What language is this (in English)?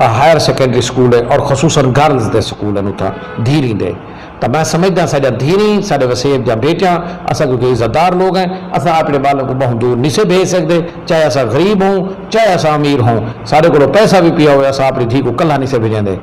Saraiki